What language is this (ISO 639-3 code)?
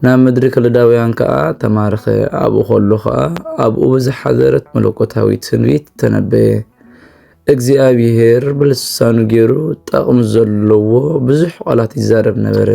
tir